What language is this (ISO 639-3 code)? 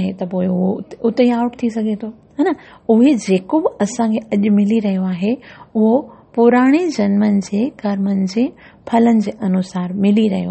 snd